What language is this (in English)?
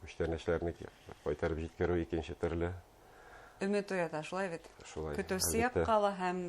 Bashkir